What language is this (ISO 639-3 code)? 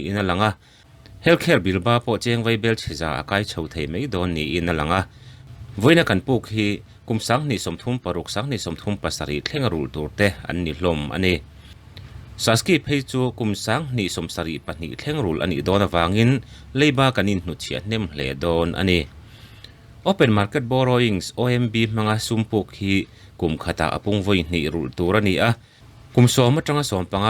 lus